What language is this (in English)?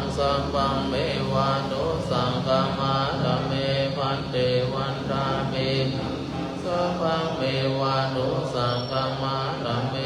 Pali